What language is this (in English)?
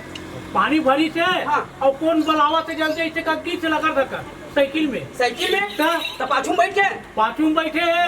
Chhattisgarhi